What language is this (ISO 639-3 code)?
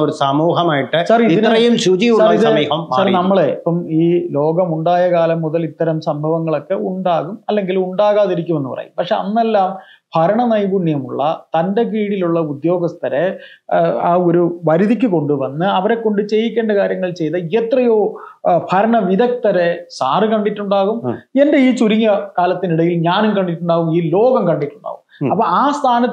mal